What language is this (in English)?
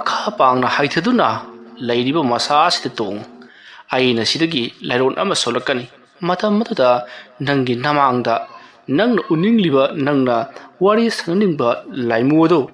Manipuri